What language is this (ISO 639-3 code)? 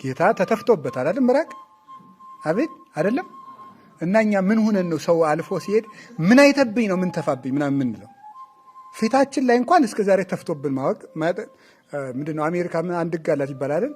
amh